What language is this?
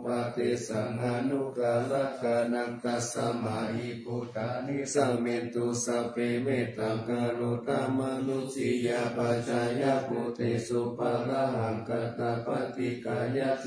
Pali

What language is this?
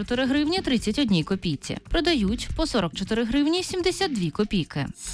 Ukrainian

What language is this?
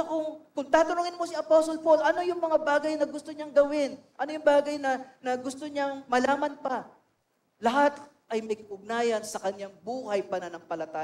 Filipino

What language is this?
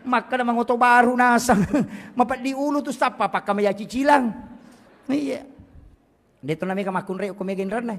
Buginese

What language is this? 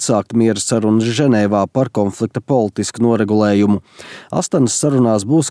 Latvian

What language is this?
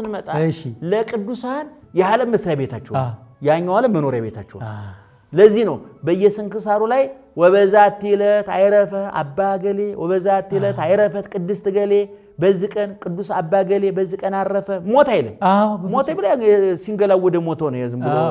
Amharic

